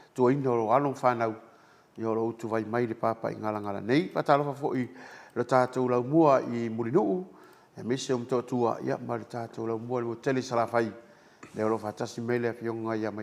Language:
Samoan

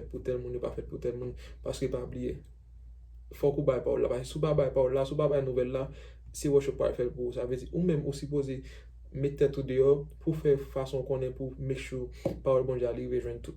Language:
Haitian Creole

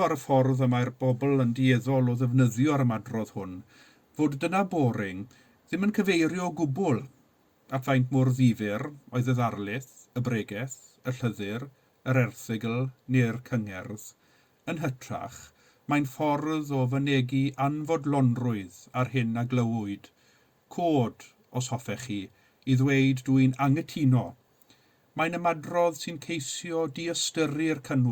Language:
Welsh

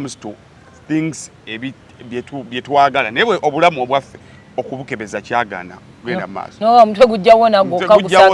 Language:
Ganda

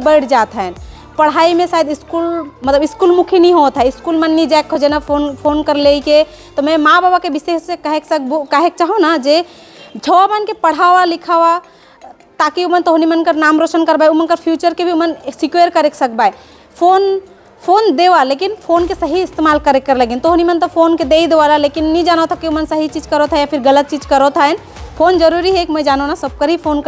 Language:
Sadri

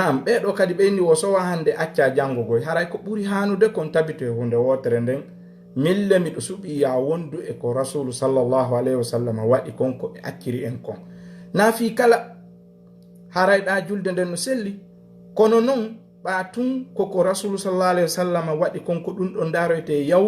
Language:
Fula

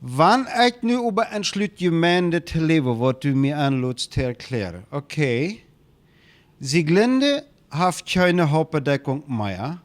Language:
Plautdietsch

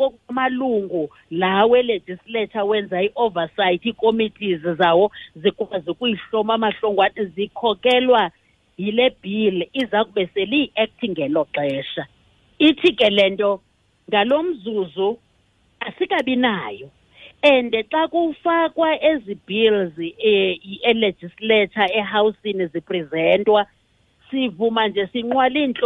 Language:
Xhosa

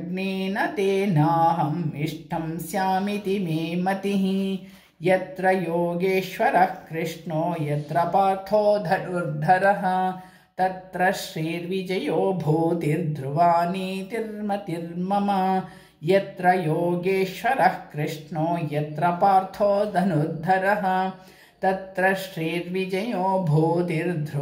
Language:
Sanskrit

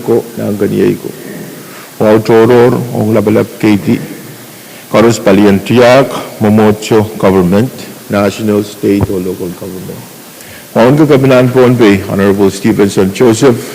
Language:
Pohnpeian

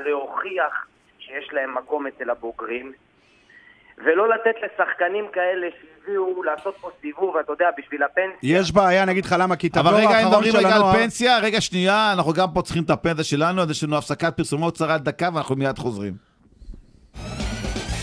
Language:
Hebrew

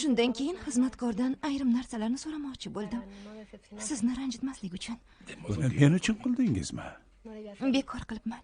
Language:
Uzbek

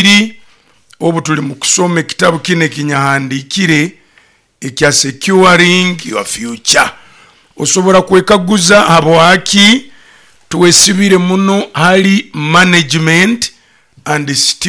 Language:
Nyoro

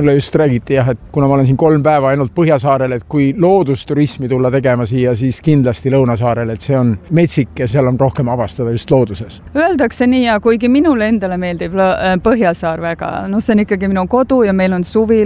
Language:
Estonian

